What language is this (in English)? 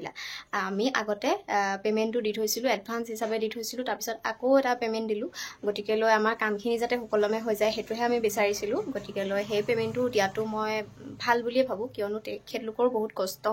Assamese